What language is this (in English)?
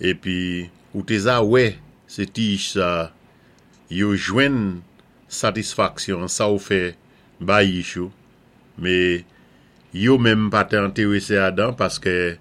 Saint Lucian Creole French